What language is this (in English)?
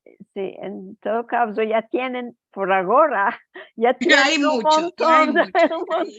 Ladino